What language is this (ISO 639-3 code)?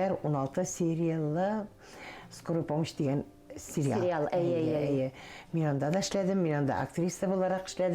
tat